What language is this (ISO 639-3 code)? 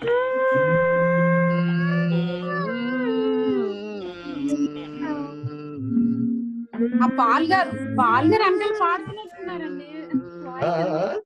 tel